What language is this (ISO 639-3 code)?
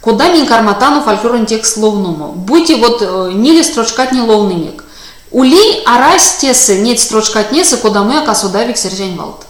myv